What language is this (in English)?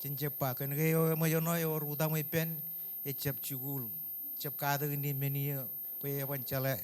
Marshallese